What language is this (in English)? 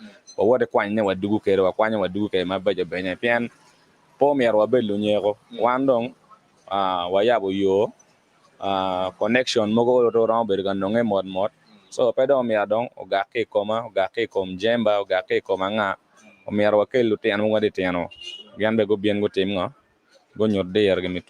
Acoli